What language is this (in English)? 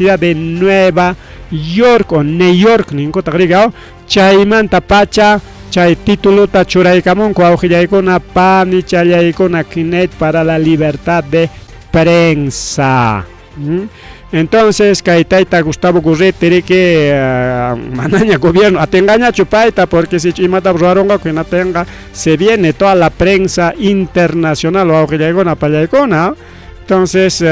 Ayacucho Quechua